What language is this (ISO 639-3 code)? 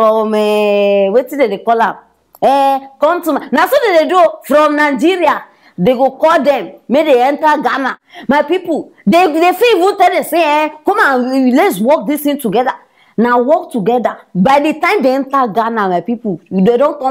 pcm